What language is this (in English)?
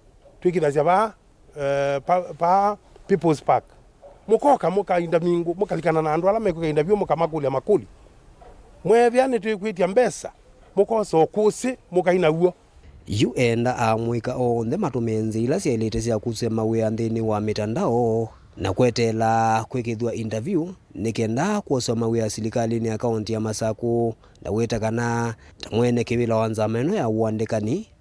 Kamba